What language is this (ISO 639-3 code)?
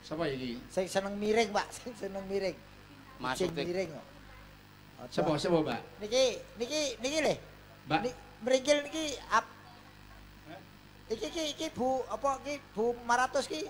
jav